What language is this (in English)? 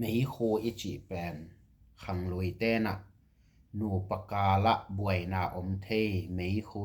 Tedim Chin